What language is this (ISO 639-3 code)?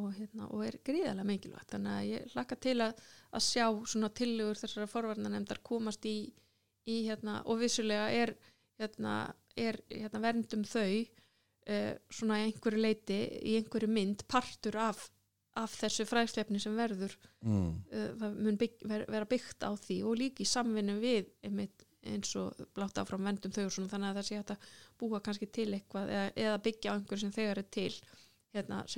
isl